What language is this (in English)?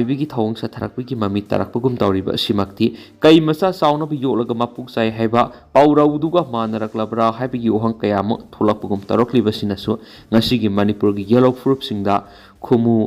Manipuri